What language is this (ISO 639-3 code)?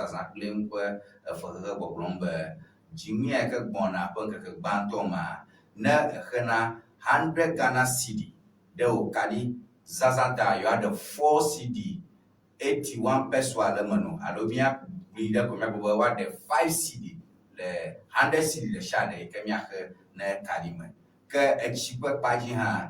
ewe